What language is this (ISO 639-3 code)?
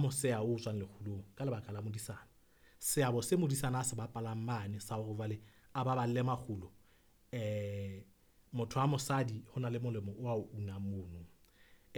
sot